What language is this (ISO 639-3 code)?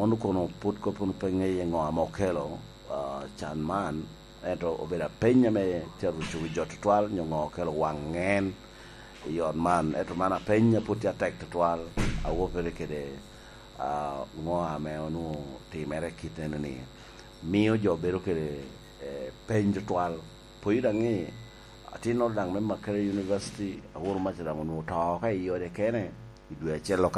laj